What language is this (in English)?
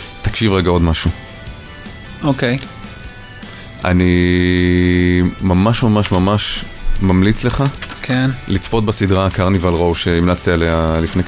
Hebrew